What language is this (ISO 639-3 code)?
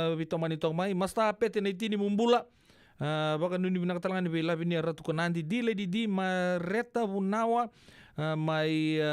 fij